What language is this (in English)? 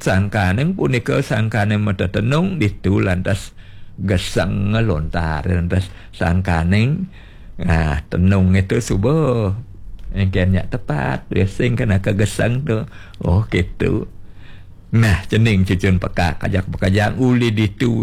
Balinese